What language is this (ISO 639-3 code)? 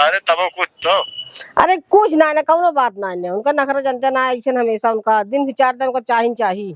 awa